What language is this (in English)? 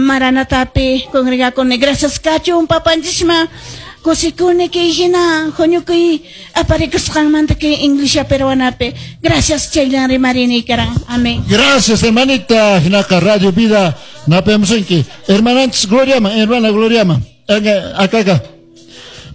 Quechua